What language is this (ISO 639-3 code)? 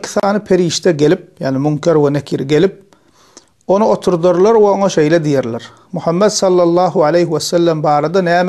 tuk